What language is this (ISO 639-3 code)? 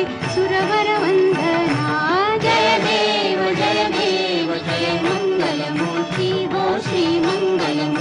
mar